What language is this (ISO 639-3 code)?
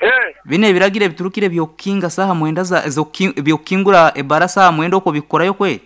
nyo